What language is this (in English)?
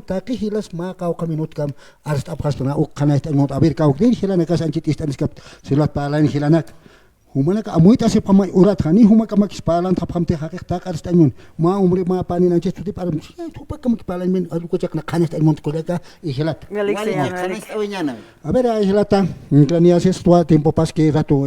Aymara